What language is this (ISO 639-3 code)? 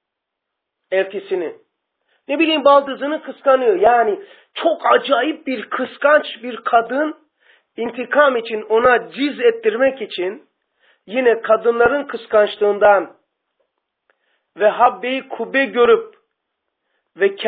tur